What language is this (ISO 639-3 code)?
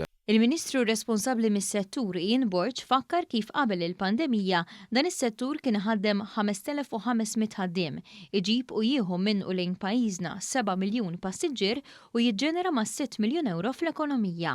mlt